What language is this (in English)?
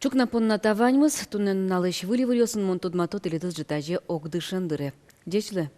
Udmurt